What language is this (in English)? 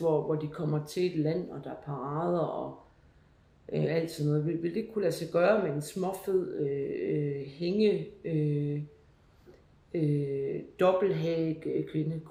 Danish